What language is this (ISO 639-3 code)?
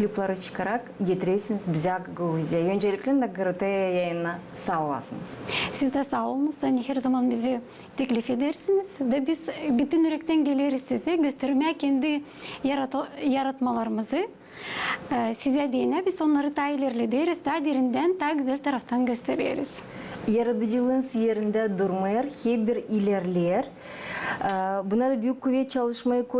gag